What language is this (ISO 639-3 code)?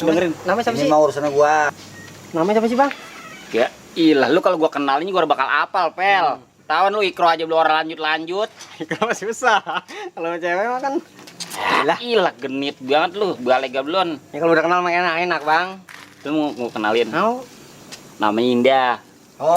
bew